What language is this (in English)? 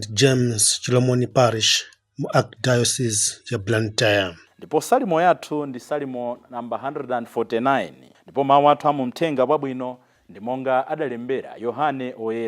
Nyanja